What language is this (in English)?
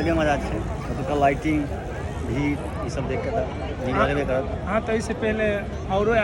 Maithili